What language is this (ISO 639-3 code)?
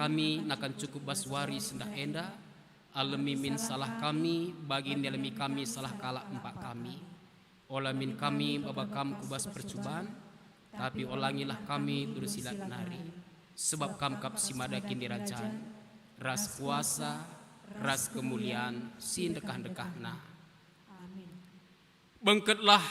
btx